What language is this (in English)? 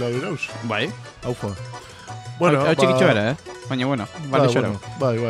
Basque